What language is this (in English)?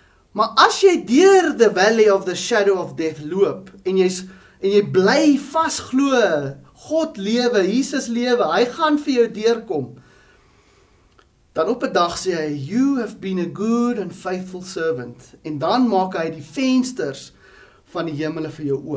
Afrikaans